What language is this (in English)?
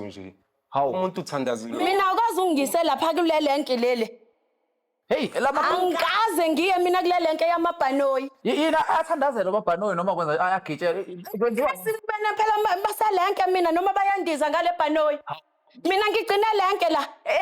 Zulu